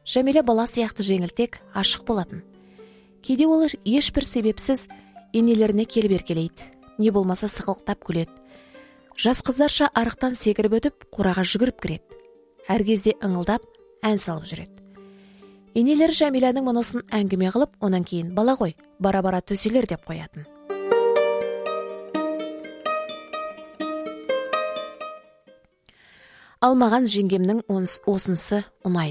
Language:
Kazakh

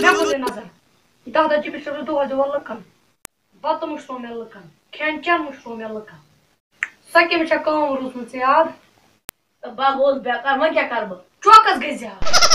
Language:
Kashmiri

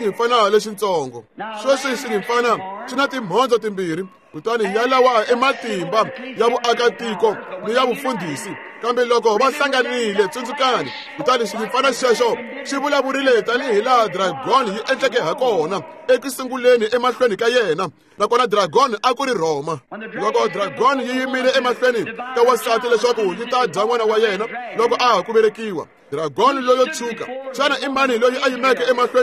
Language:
Tsonga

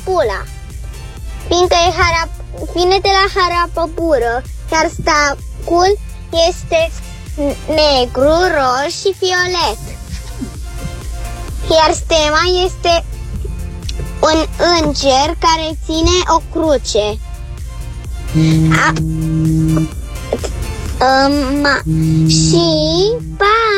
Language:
Romanian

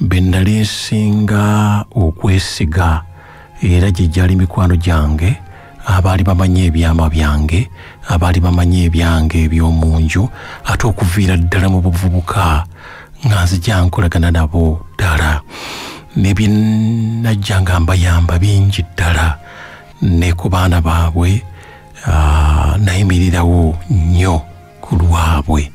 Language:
Ganda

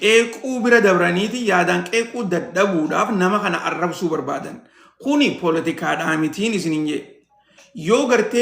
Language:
Oromo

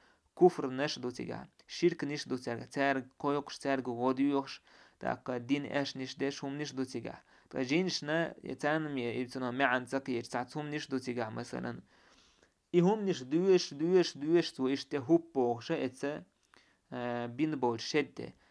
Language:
Chechen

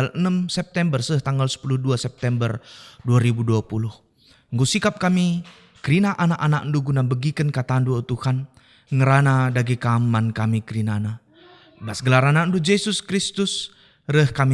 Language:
Batak Karo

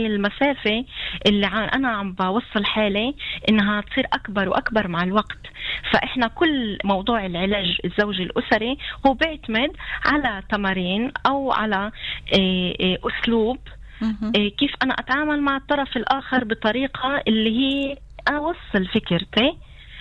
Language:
North Levantine Arabic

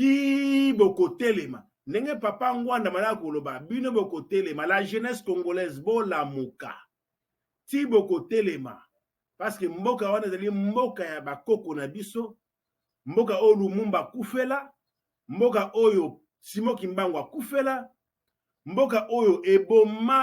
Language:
Lingala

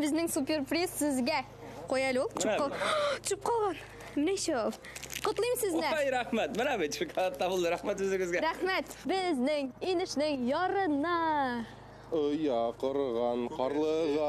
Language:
Tatar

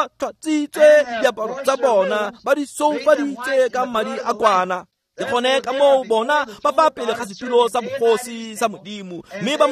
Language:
Tswana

